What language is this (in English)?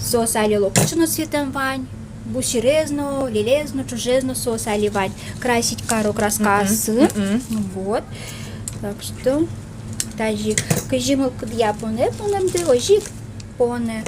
Udmurt